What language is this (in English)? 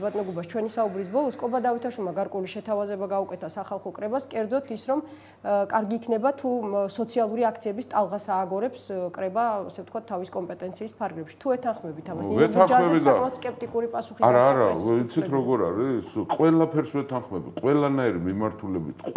Georgian